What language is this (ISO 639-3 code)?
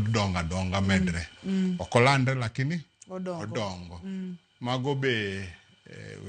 luo